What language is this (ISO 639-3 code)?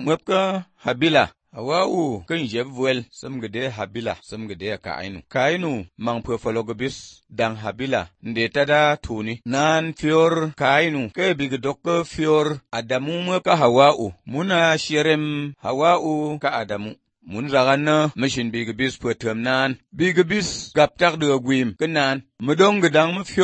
aze